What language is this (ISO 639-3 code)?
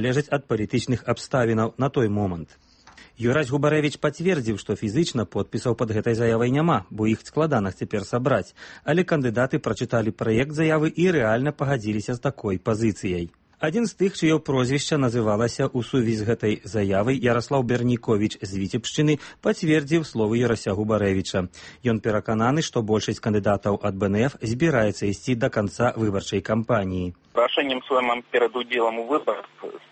bel